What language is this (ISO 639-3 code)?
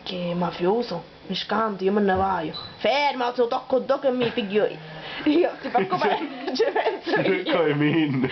scn